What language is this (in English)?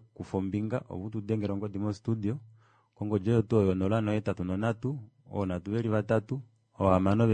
Kuanyama